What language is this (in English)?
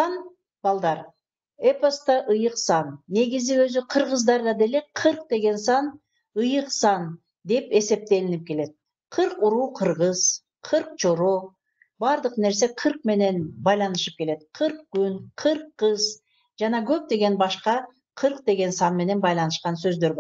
Kyrgyz